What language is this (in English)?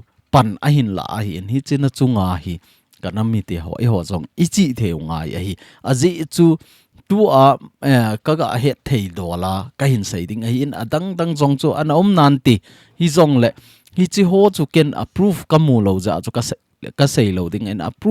Thado Chin